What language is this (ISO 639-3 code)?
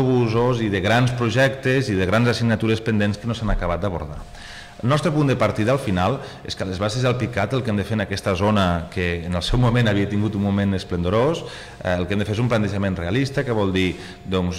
cat